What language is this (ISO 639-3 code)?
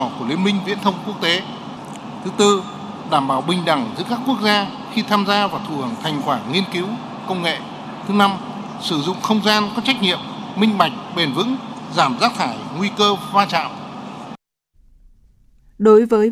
vie